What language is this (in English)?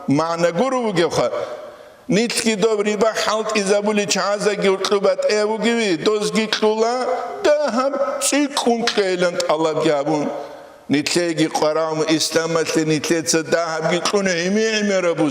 Avaric